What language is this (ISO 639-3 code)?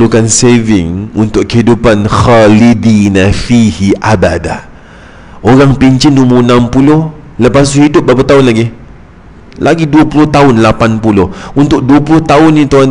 msa